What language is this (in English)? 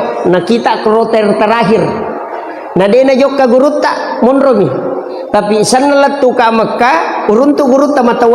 Buginese